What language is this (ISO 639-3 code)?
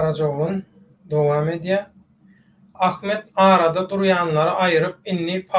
tuk